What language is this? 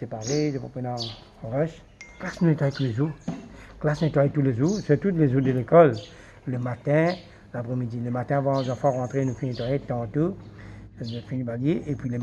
Morisyen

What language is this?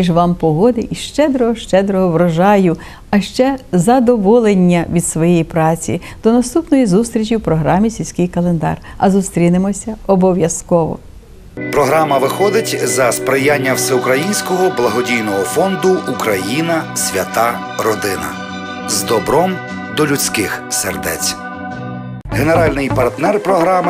Ukrainian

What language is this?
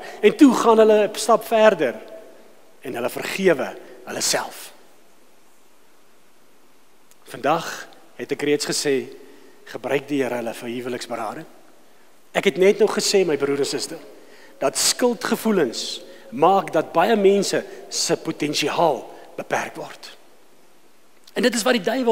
Afrikaans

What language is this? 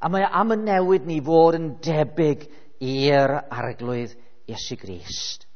Welsh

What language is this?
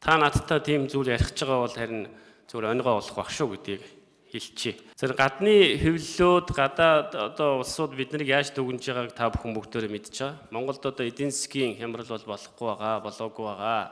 Mongolian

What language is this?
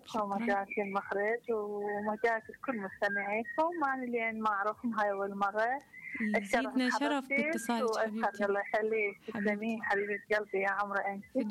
Mesopotamian Arabic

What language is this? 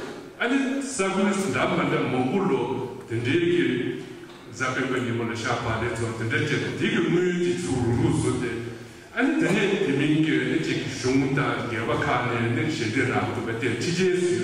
Tibetan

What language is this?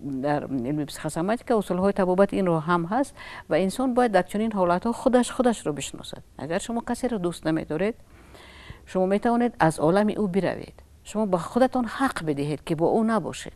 Tajik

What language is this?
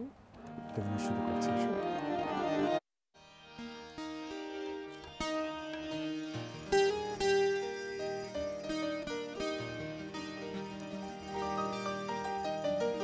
Bangla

